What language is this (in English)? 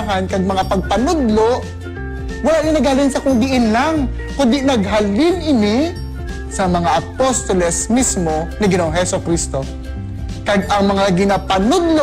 Hiligaynon